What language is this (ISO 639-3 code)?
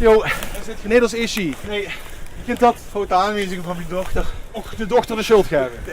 lim